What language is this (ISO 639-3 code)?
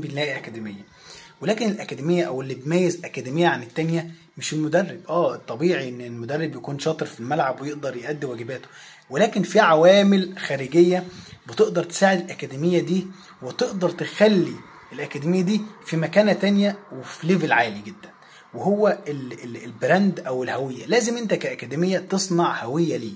arz